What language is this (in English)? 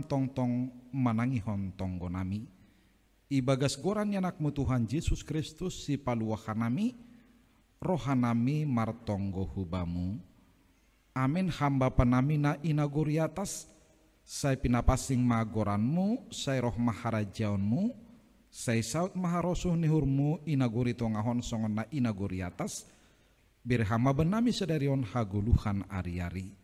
Batak Simalungun